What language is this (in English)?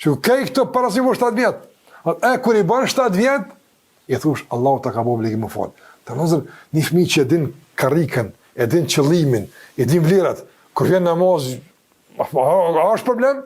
Albanian